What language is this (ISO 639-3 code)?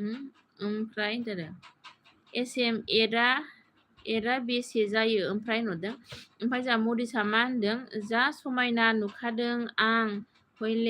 brx